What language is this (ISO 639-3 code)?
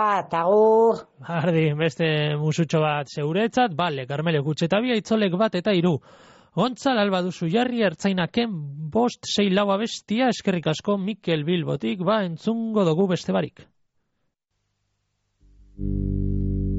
eus